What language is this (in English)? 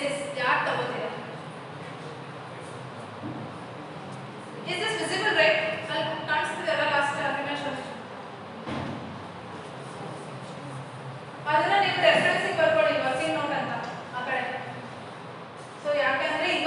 Kannada